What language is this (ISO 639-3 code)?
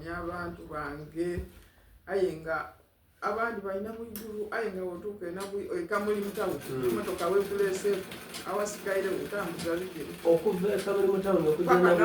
xog